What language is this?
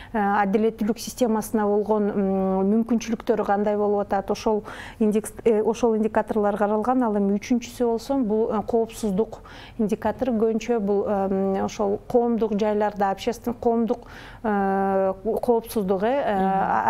Kyrgyz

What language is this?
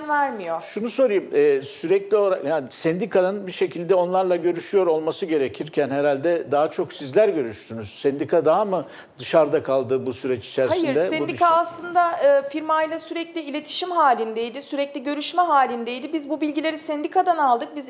Turkish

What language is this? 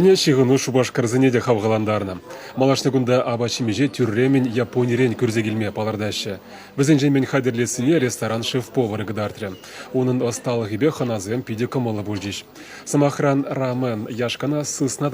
Chuvash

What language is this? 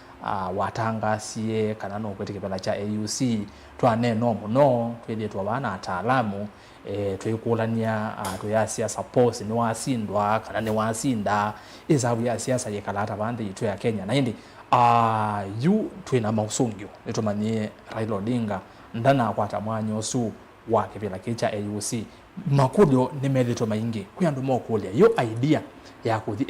Kamba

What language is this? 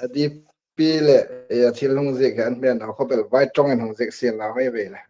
Hmar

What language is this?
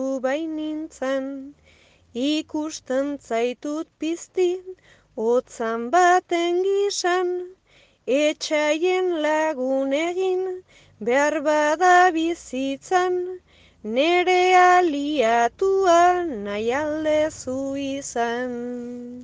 Basque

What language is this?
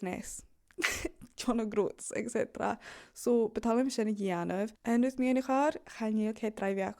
Scottish Gaelic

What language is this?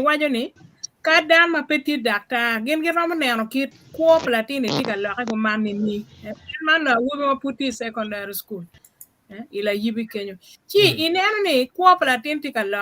Acoli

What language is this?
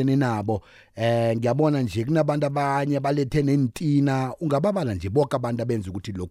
South Ndebele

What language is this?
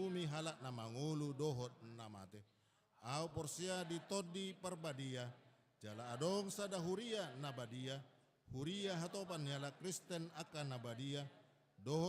Batak Toba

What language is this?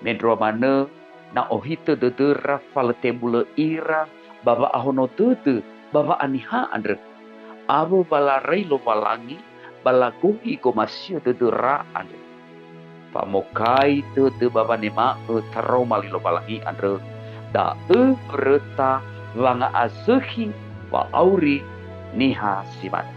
Nias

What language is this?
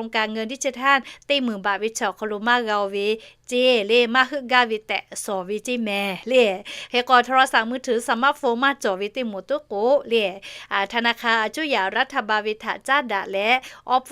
Lahu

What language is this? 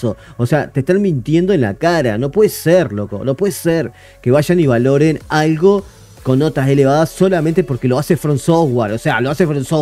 Spanish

